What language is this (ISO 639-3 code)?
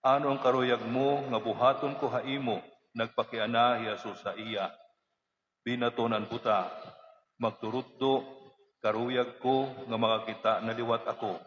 war